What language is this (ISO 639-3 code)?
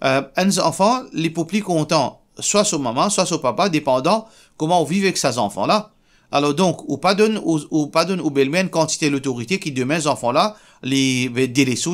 mfe